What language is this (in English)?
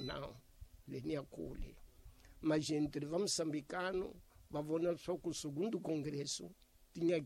Tsonga